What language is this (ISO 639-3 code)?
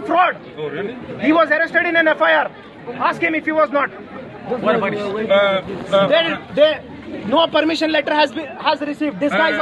pck